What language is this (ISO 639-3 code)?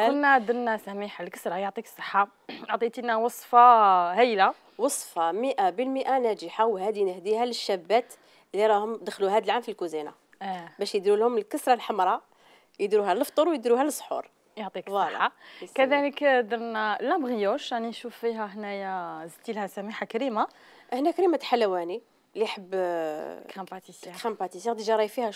arq